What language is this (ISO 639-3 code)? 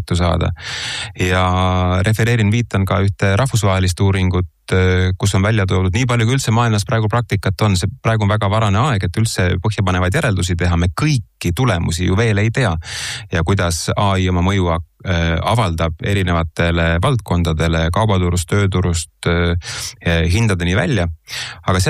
est